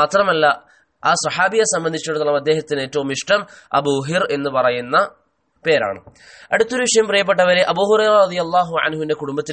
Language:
Malayalam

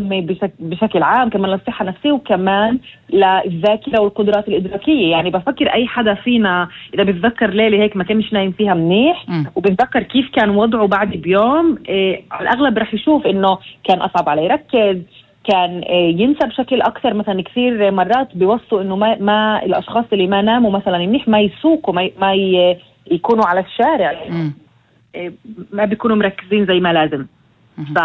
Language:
North Levantine Arabic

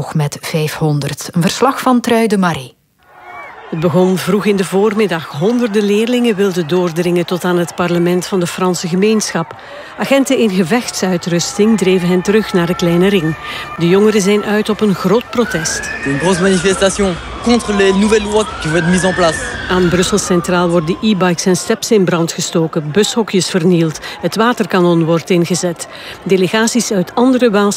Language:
Dutch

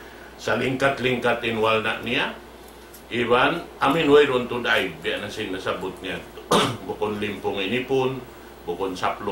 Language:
Tausug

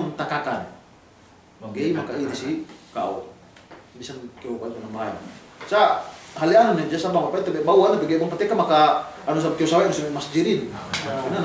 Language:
Yakan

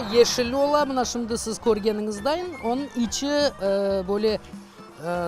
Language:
Crimean Tatar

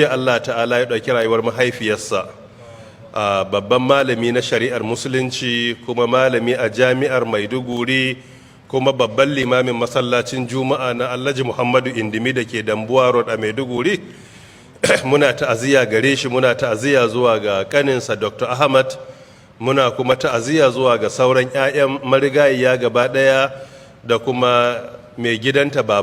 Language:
Hausa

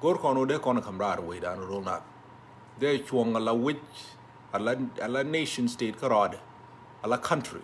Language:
Nuer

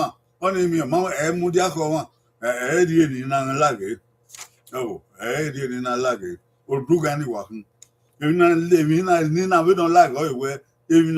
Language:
Bini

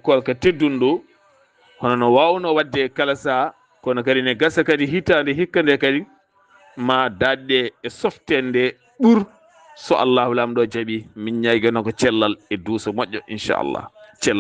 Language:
Fula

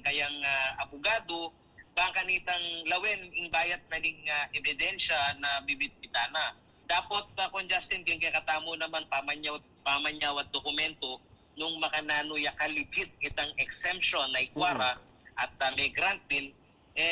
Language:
Pampanga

